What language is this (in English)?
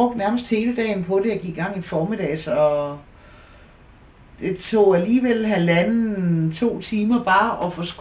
Danish